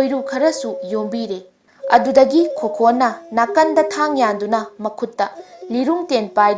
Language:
Manipuri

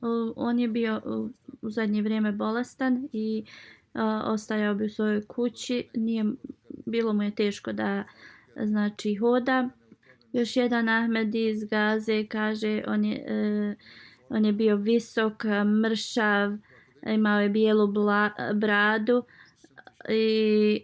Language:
Bosnian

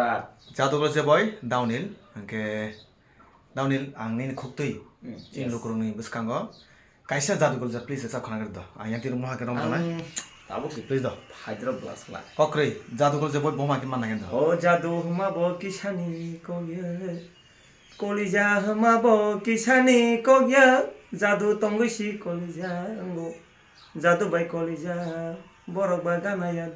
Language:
Kok Borok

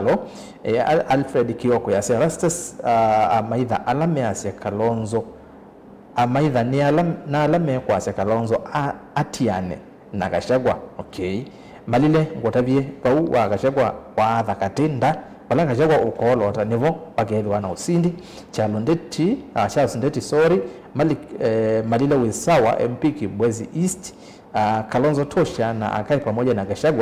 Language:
Kamba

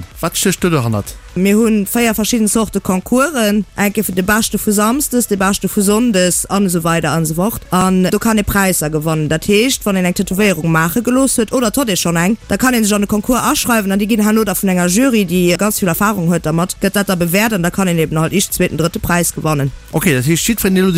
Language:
Luxembourgish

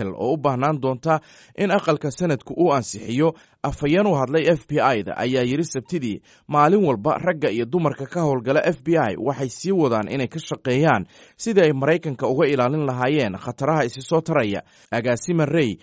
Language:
Somali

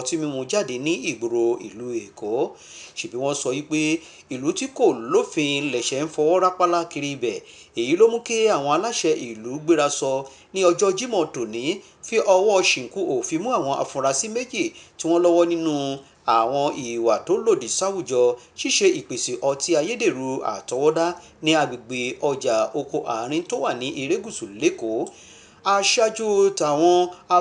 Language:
Yoruba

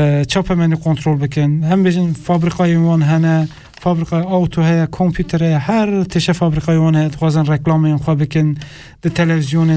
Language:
Kurdish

